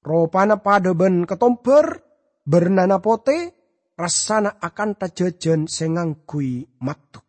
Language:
Madurese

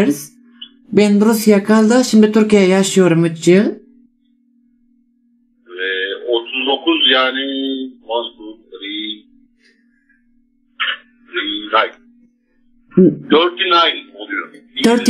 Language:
Turkish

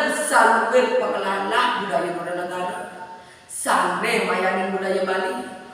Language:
Balinese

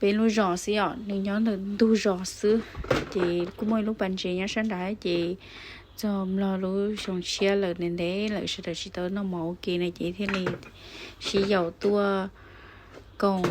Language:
Hmong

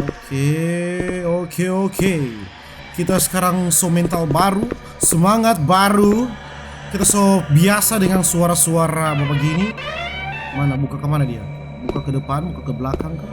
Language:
Manado Malay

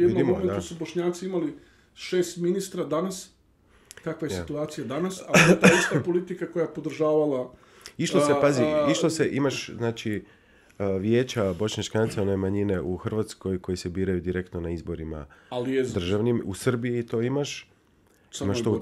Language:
Bosnian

